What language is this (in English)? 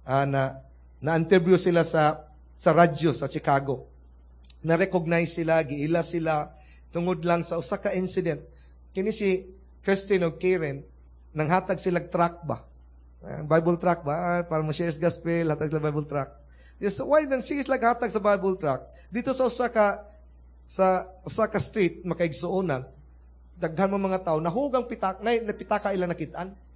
Cebuano